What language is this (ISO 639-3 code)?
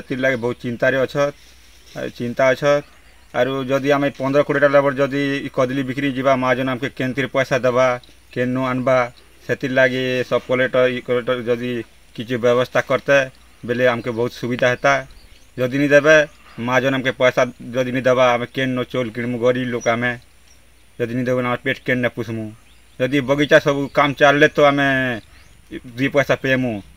ori